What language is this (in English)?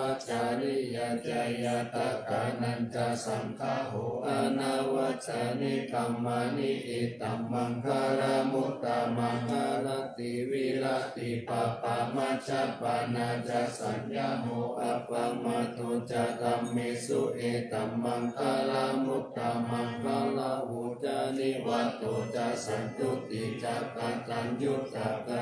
Pali